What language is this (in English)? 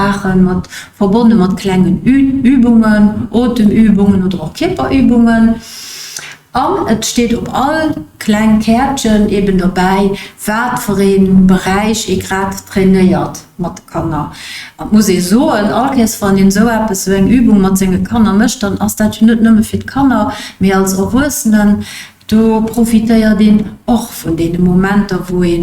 Luxembourgish